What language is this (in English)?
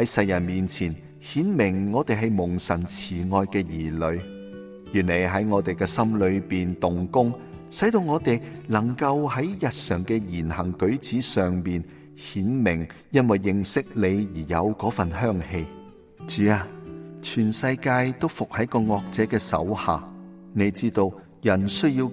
Cantonese